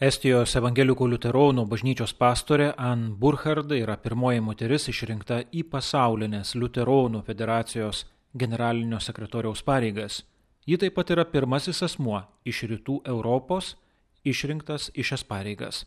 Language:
Lithuanian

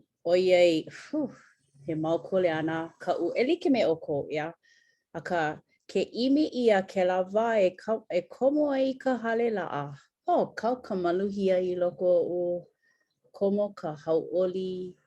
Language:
Hawaiian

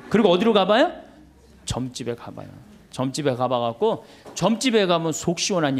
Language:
Korean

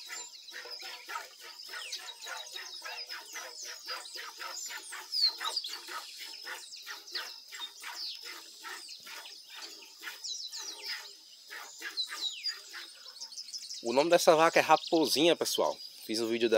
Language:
Portuguese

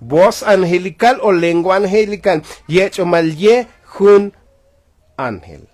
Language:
Tzotzil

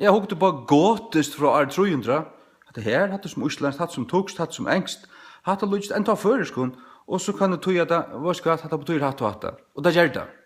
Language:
Faroese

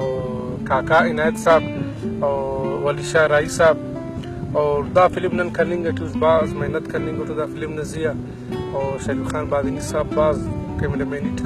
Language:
Brahui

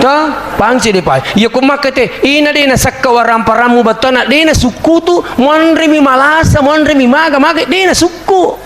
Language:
Buginese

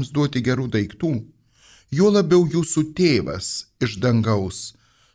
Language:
Lithuanian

